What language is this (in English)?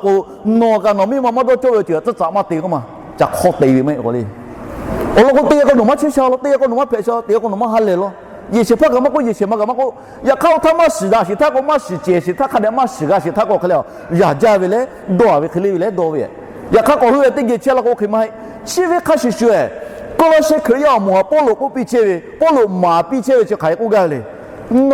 Lahu